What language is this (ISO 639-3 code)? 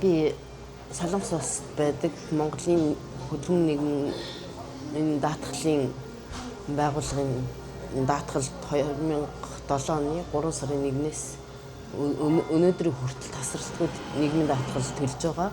mon